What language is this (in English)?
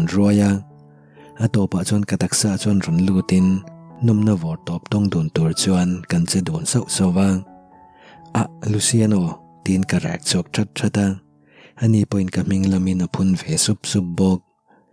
Mizo